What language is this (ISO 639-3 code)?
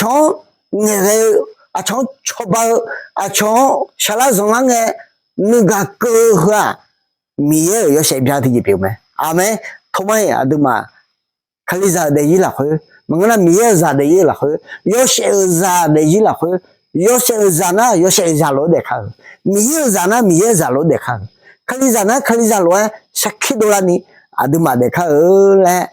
ahk